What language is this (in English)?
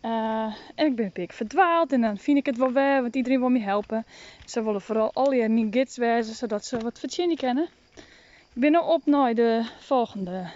Western Frisian